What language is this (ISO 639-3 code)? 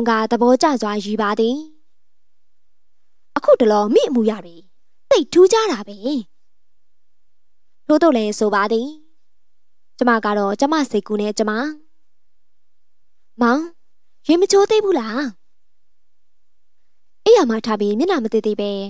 mya